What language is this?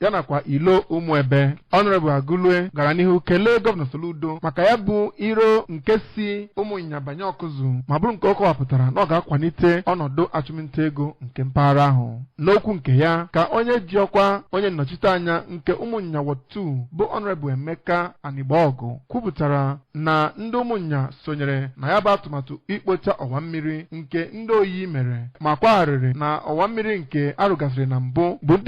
Igbo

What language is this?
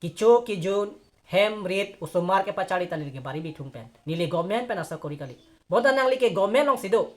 Karbi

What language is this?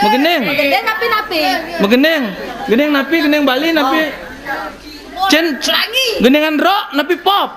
Balinese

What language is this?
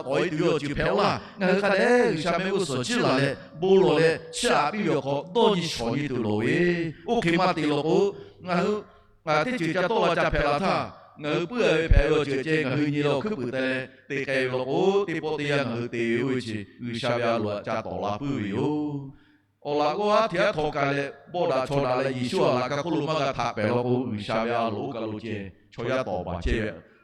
Lahu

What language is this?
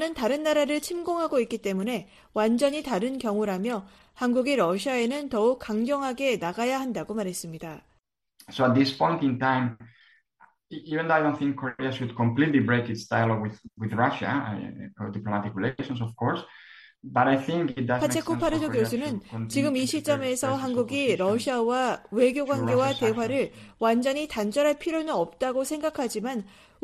Korean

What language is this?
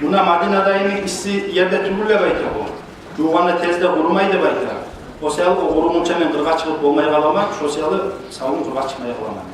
Kumyk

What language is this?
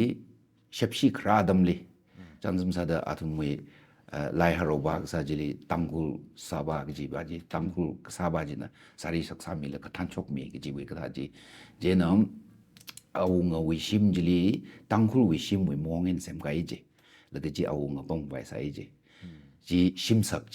Tangkhul Naga (India)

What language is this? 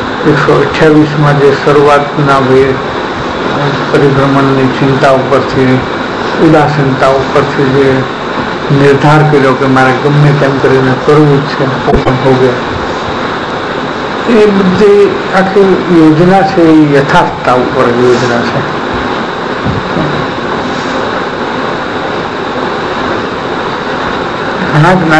Gujarati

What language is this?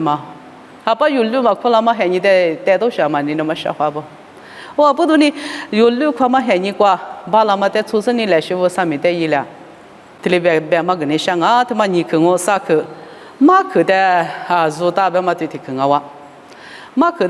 Lisu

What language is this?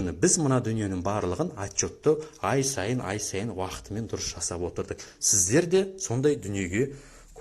Kazakh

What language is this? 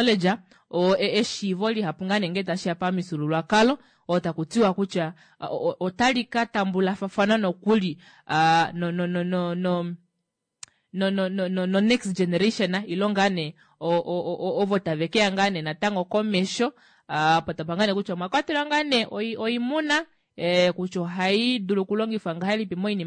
Kuanyama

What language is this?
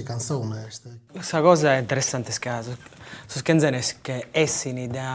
Sardinian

